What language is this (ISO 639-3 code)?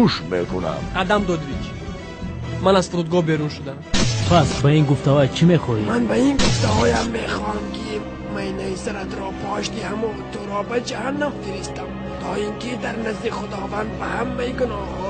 tgk